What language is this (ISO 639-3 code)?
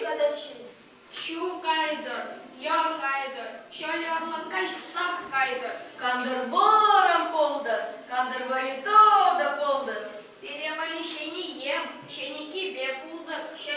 chv